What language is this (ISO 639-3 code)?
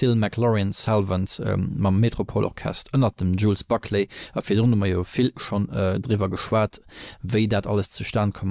ltz